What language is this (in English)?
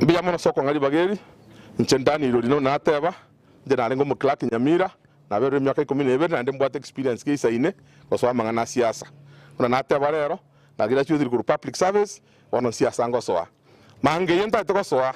Gusii